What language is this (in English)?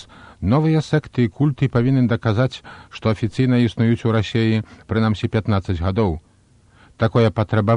Belarusian